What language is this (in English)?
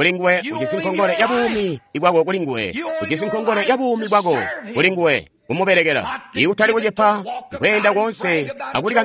Tonga (Zambia)